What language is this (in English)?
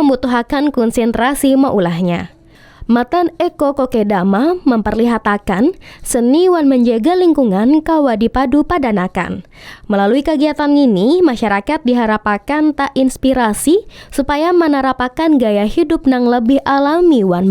Banjar